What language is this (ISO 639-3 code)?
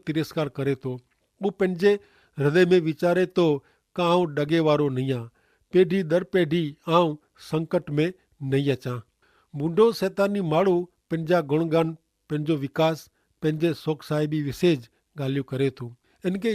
kfr